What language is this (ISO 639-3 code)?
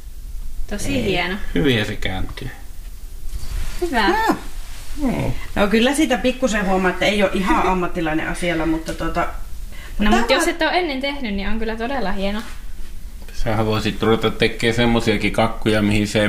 fin